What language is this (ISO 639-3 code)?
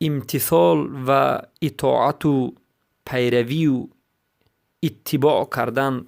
fas